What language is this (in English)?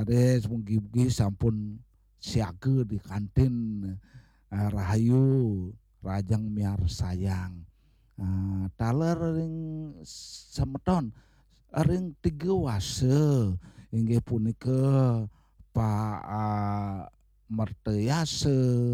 Balinese